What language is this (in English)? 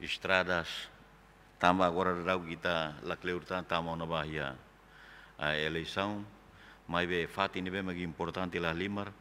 Tetum